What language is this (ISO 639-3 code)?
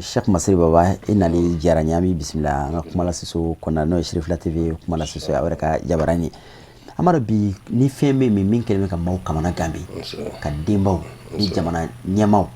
bam